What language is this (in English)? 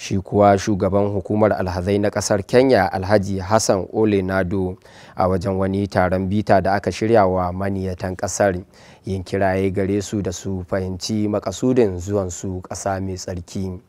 Hausa